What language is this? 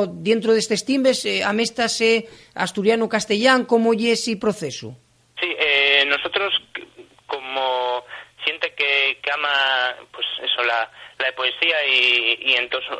Asturian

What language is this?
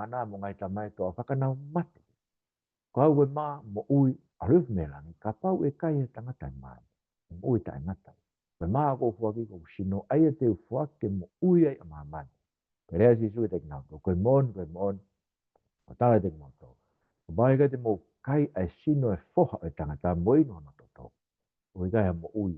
Tongan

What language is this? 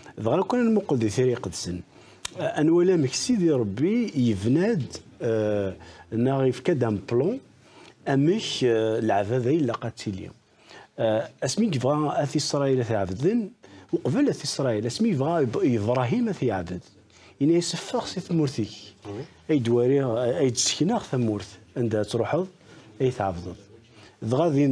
Kabyle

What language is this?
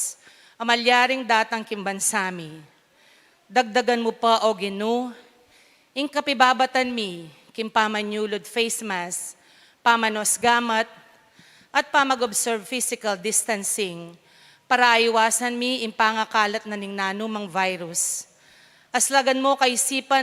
Pampanga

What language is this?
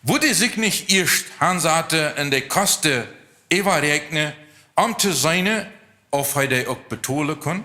Plautdietsch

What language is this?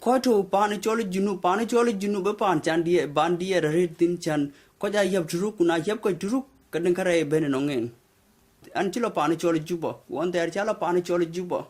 Dinka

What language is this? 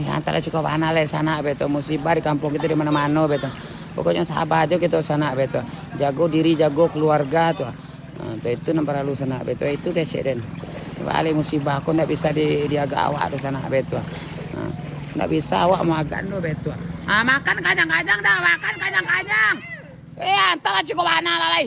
Minangkabau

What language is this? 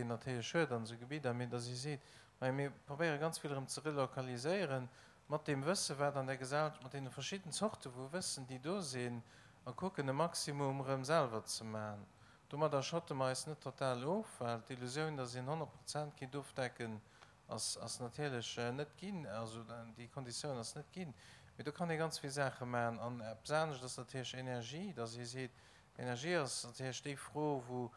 Luxembourgish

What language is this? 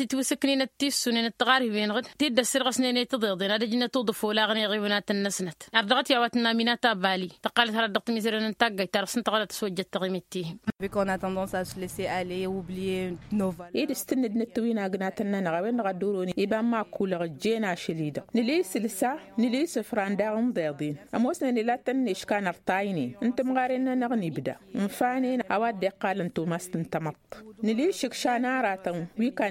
Tamasheq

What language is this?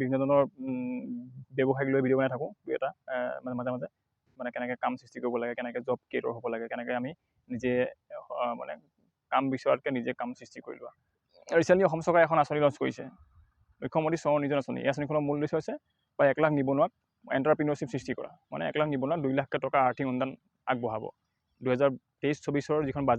Assamese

